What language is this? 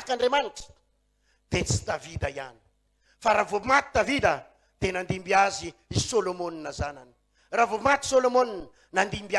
Malagasy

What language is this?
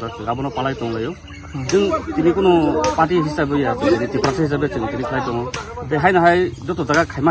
Kok Borok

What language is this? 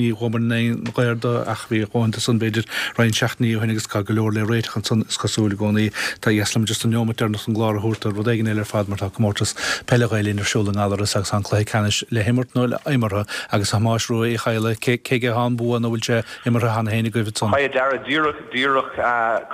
Irish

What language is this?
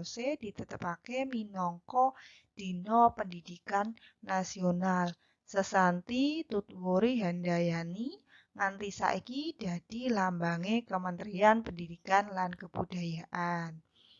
Javanese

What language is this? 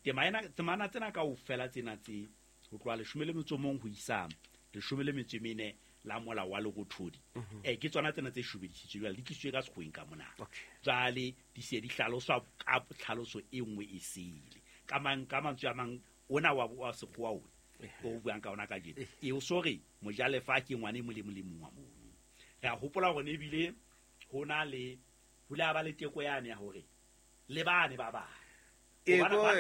Southern Sotho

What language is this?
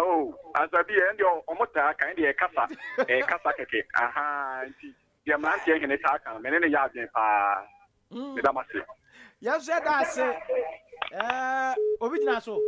Akan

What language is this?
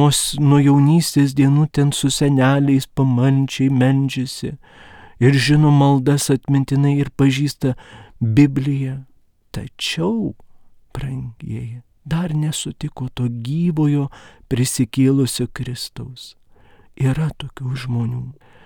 Lithuanian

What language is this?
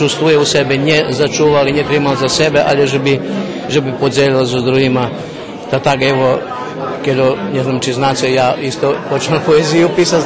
Rusyn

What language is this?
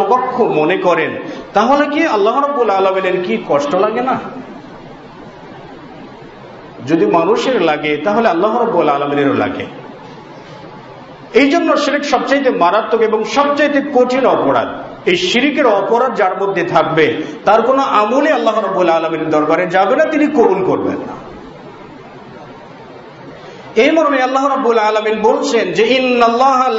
Bangla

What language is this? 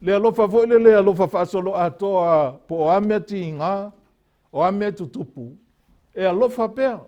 Samoan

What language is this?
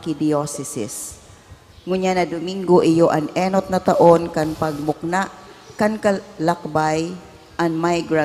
Bikol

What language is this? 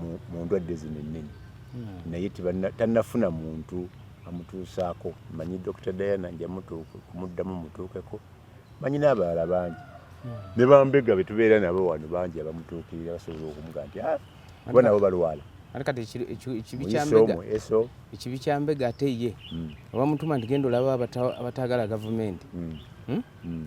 Ganda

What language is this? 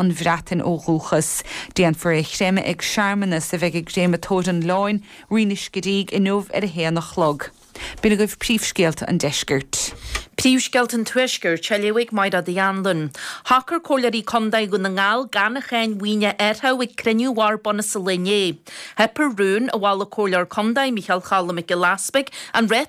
Irish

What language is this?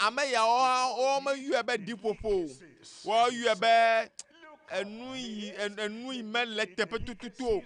Ewe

